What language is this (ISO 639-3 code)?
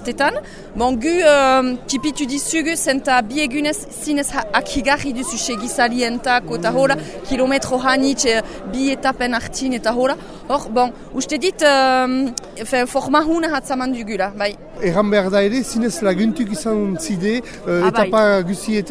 eus